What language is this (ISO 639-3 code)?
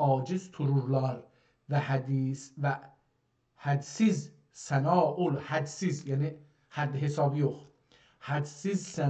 azb